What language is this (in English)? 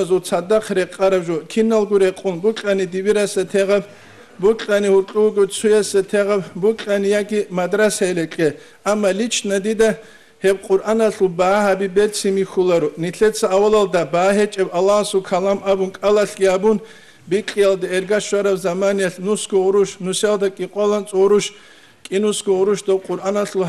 Avaric